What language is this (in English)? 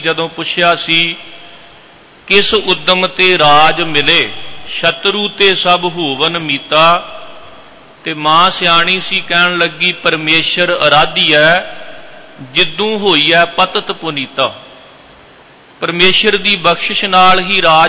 Punjabi